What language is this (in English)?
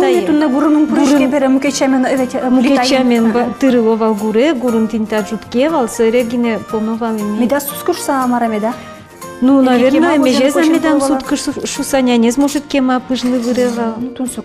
Udmurt